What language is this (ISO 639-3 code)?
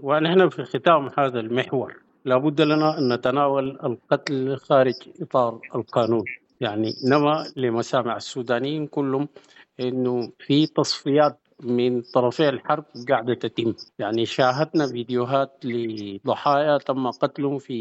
apd